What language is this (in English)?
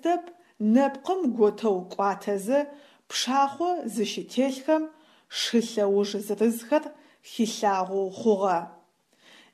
Adyghe